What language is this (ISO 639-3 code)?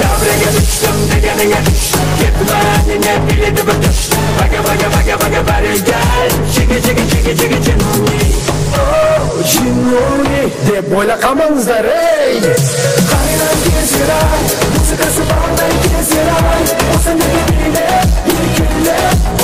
kaa